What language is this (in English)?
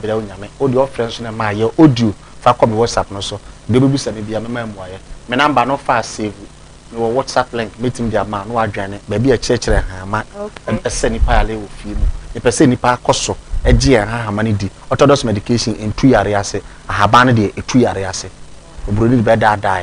Akan